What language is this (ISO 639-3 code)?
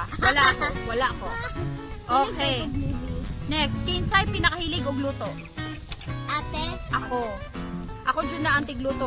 ceb